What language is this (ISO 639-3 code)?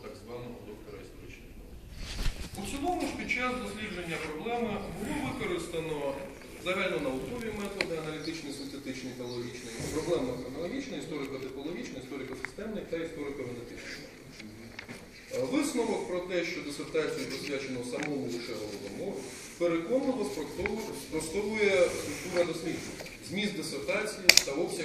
ukr